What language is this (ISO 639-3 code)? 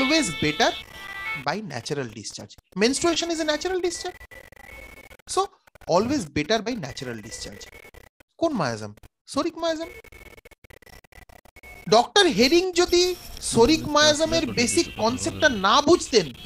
ben